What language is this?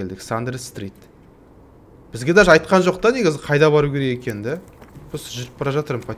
Kazakh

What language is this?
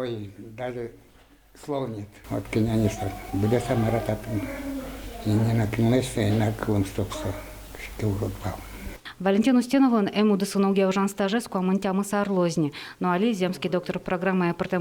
Udmurt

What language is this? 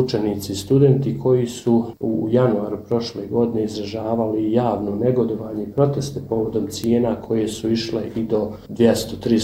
Bosnian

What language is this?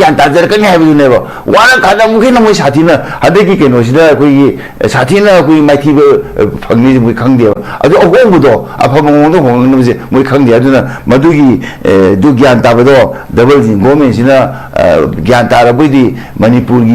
Manipuri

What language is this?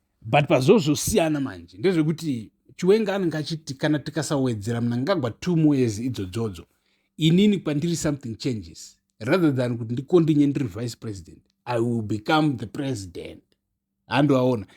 Shona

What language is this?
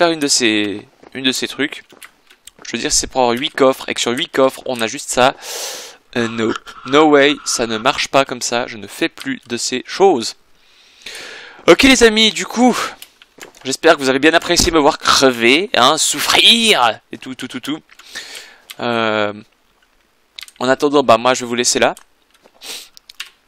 French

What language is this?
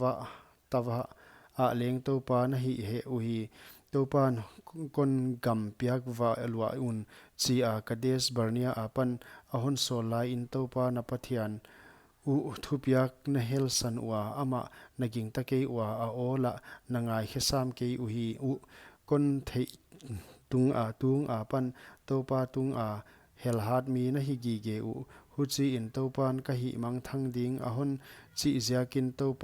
Paite Chin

